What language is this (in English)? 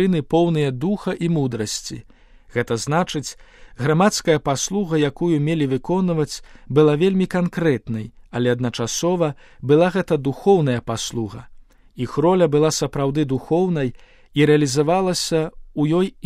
Belarusian